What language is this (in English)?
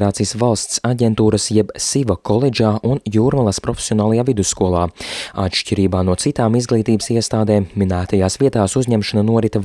Latvian